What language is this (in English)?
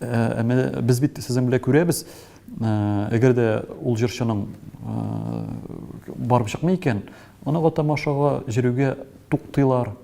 Tatar